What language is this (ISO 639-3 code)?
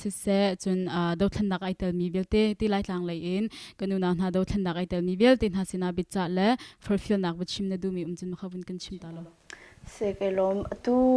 cnh